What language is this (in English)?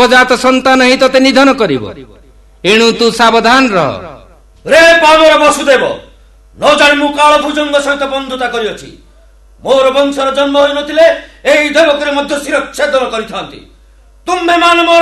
Odia